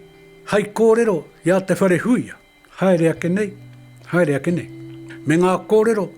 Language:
Māori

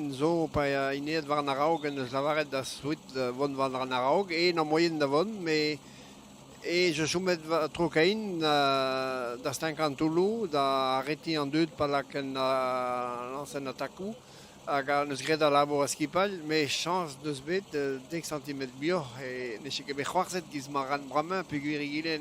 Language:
Breton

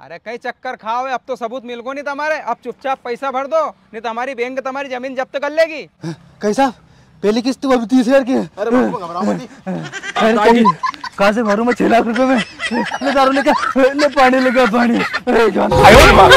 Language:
Rajasthani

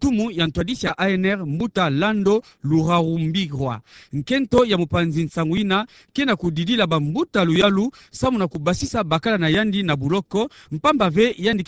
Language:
Kituba (Democratic Republic of Congo)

